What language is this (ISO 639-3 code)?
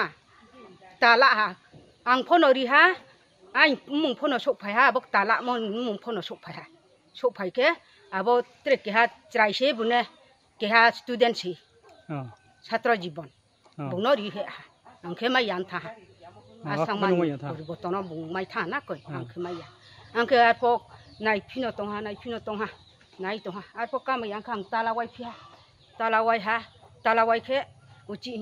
ria